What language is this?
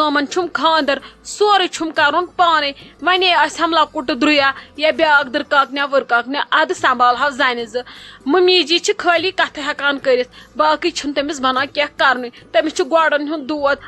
Kashmiri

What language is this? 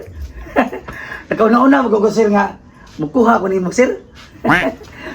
Cebuano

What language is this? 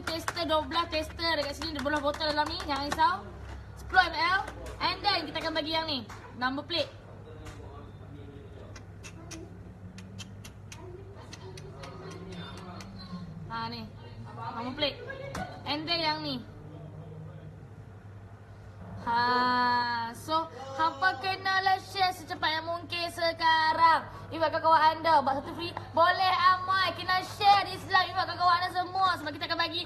Malay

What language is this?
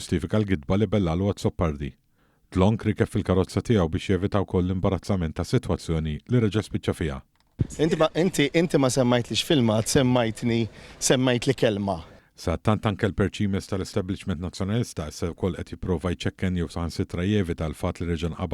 Maltese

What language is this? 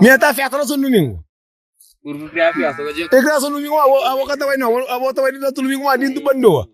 Kabuverdianu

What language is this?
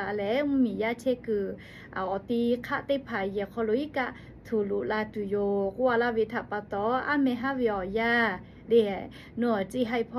Lahu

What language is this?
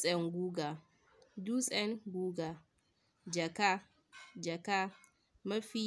Hausa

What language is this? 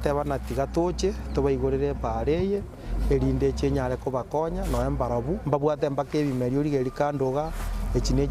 Gusii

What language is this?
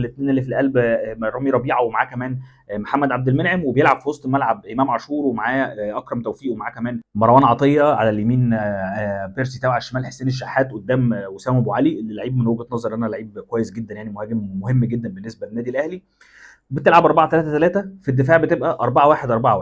Egyptian Arabic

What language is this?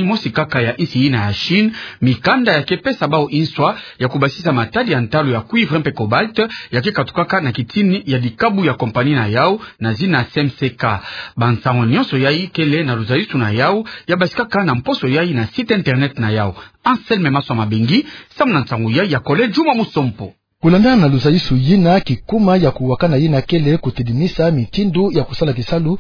Kituba (Democratic Republic of Congo)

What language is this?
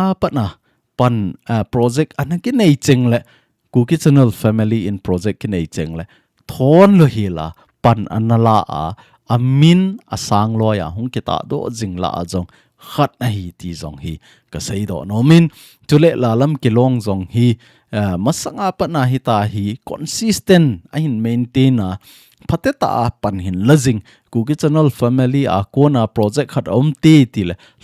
Thado Chin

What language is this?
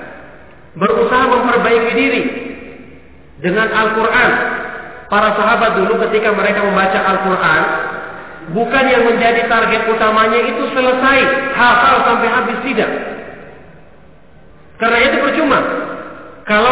Indonesian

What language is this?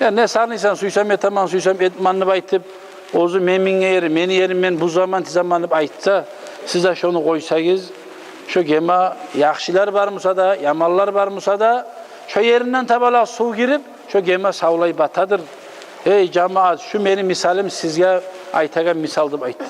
Kumyk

